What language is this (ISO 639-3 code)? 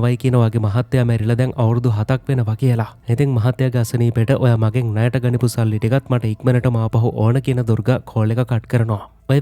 sin